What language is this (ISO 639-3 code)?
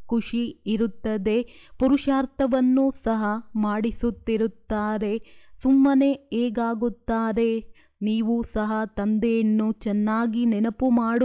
kan